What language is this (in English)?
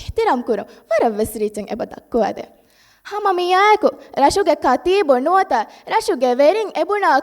Divehi